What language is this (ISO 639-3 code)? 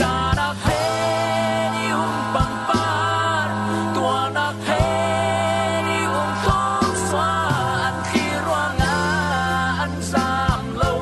cfm